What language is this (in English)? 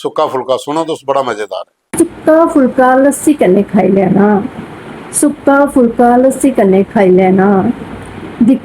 Dogri